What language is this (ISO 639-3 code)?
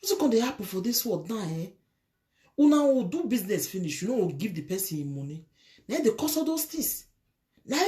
pcm